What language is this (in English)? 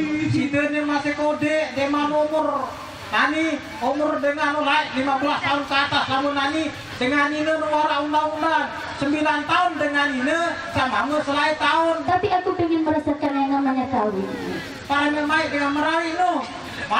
Sasak